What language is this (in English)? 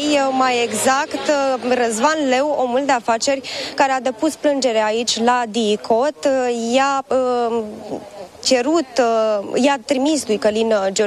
Romanian